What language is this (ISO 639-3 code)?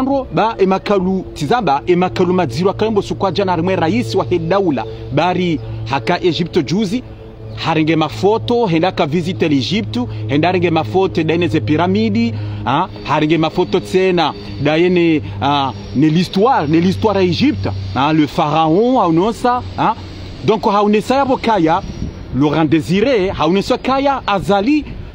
zdj